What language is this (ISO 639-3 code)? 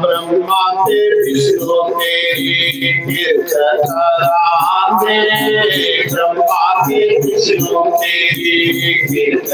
doi